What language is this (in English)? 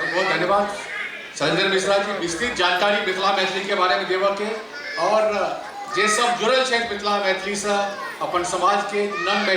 Maithili